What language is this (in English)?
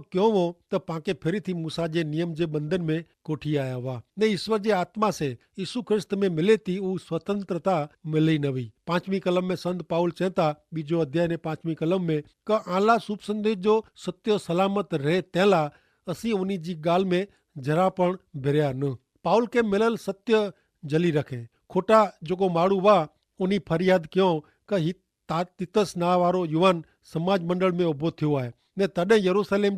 Kachhi